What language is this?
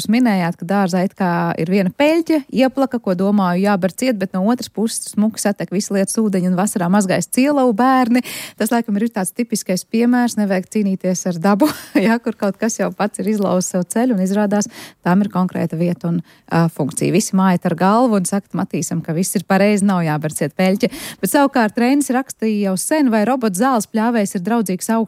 Latvian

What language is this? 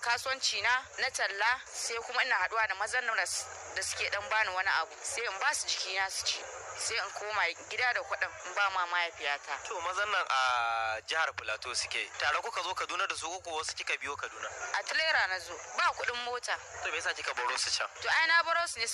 Hausa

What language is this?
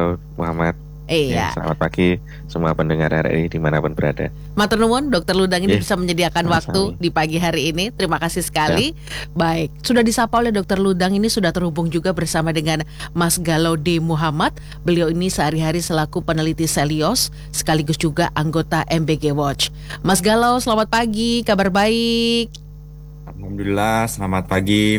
Indonesian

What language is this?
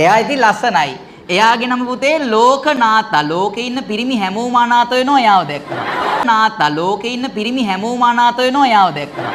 Sinhala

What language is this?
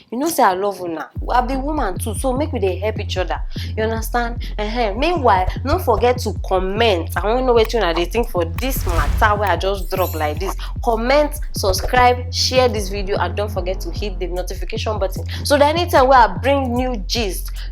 Nigerian Pidgin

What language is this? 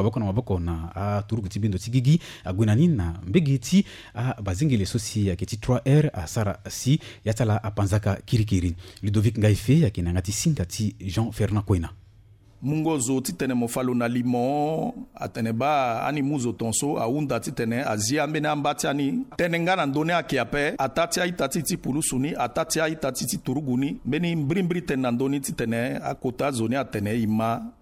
Sango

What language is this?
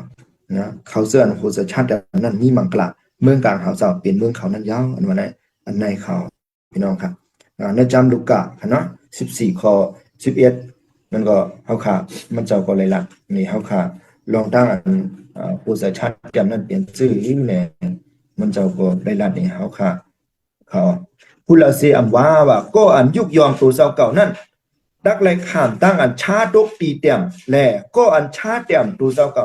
Shan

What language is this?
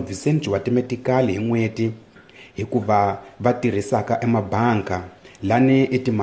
Tsonga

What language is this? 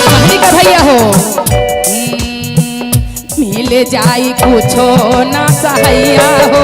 Magahi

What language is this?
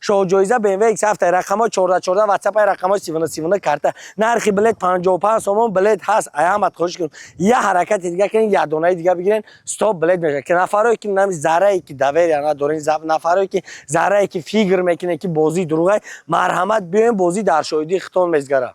Tajik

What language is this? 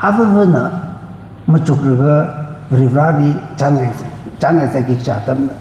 Tangkhul Naga (India)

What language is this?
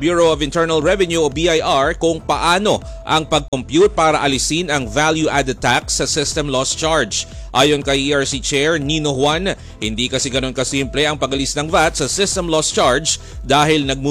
Filipino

